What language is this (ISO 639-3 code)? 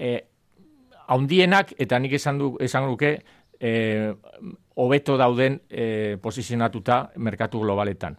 eus